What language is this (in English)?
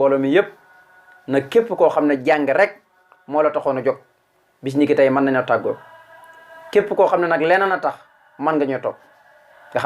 Wolof